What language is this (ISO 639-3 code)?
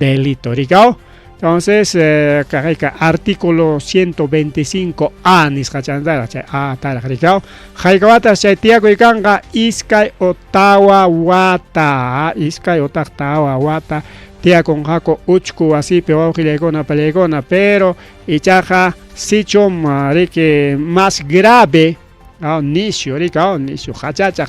quy